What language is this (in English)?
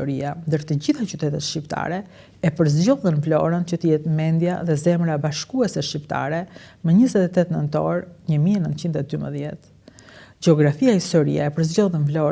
Albanian